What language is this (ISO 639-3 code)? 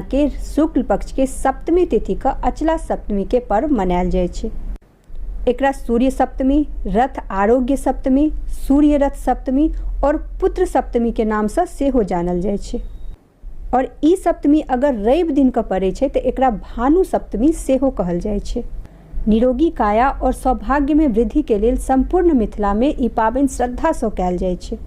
mai